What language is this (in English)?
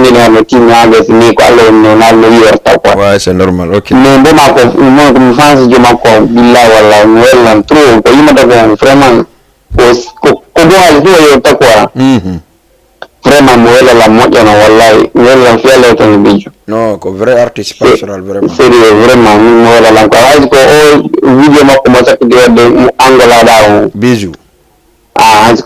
Fula